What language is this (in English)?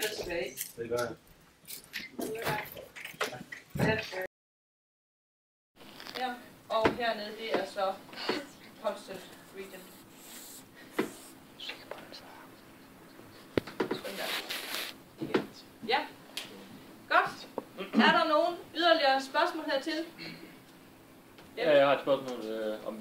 Danish